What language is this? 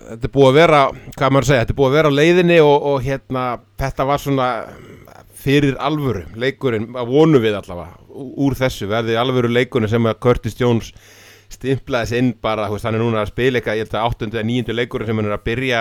Icelandic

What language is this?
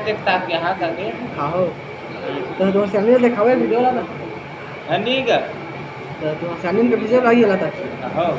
Chhattisgarhi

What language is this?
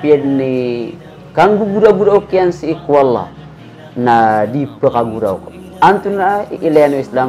Maranao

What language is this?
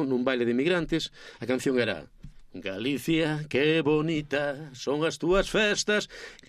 Galician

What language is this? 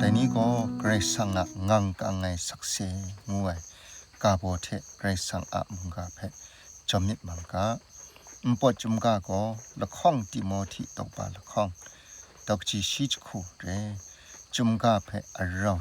Kachin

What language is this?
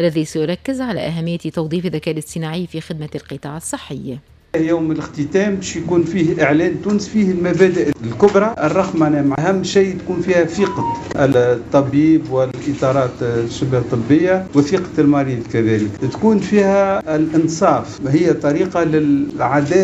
Tunisian Arabic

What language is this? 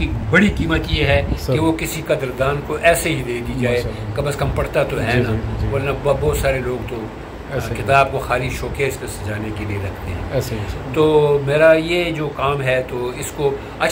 Urdu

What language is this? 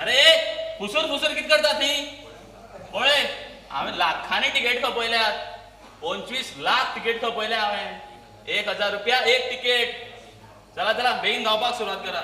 Konkani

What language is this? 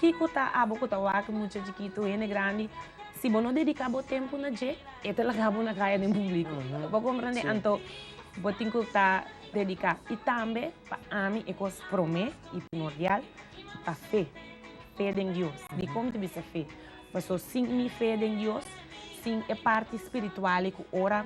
Papiamento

